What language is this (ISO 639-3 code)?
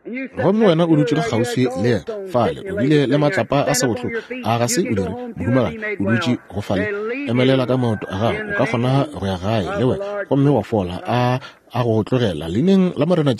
nso